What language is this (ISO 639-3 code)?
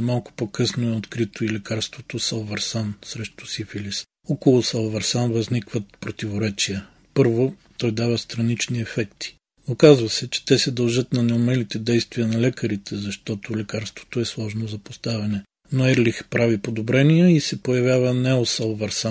bul